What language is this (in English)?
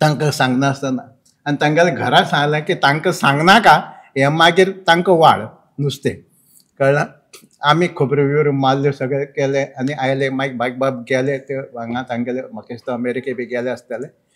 Konkani